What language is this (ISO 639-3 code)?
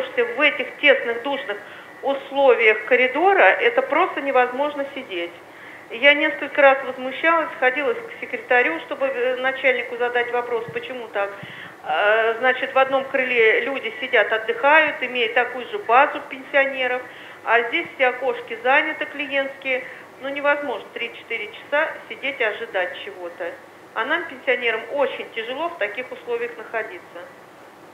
rus